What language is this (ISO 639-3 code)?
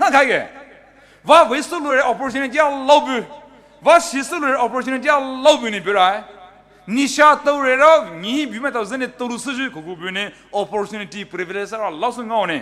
pmx